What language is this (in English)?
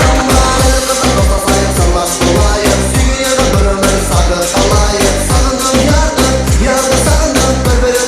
Kara-Kalpak